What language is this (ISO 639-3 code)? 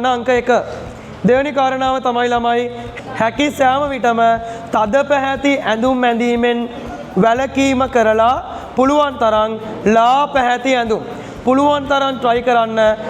sin